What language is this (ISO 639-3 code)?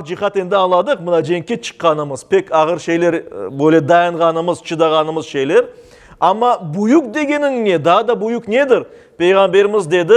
crh